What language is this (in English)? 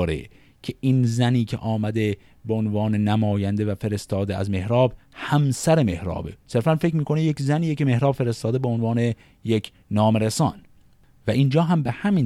Persian